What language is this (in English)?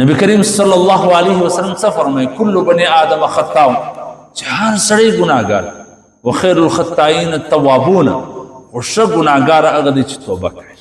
Pashto